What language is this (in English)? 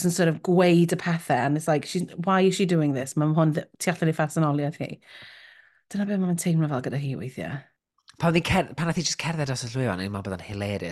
Welsh